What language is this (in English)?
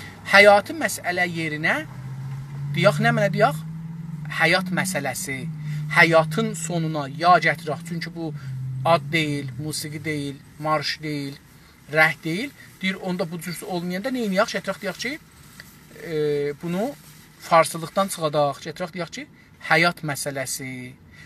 South Azerbaijani